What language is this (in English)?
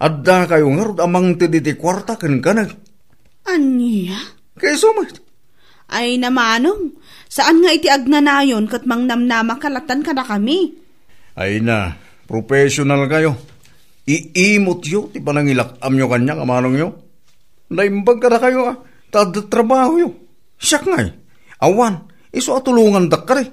Iloko